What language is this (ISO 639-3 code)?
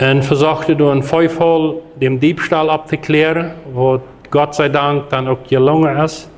pdt